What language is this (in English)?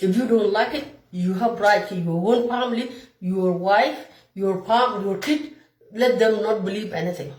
Nuer